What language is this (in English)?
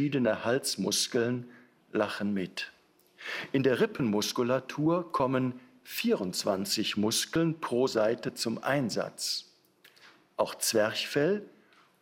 German